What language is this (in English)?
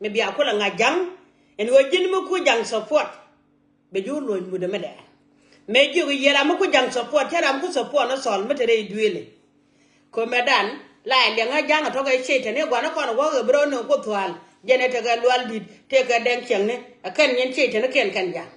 Nuer